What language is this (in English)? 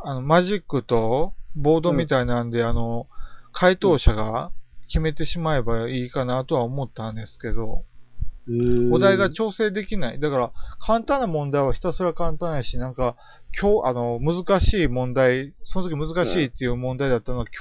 Japanese